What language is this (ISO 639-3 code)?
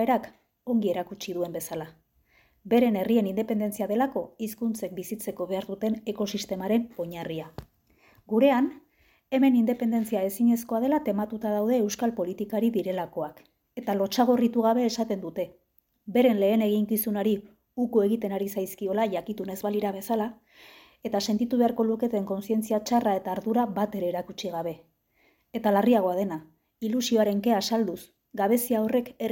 eus